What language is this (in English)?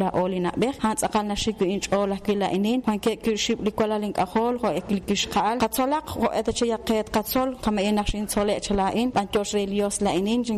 Kekchí